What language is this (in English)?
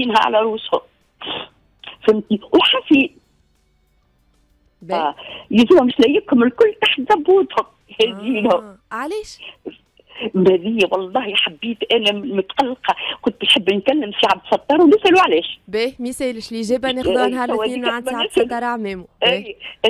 Tunisian Arabic